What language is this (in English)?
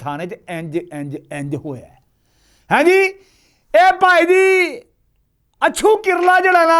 Western Panjabi